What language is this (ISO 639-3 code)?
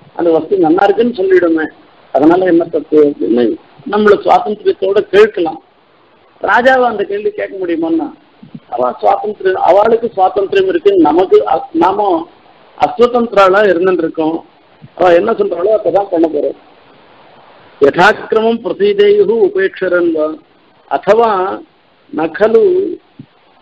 tam